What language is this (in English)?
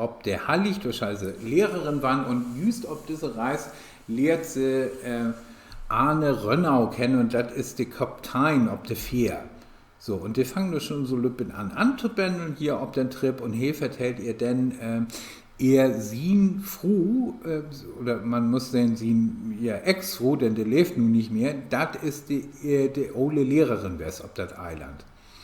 Low German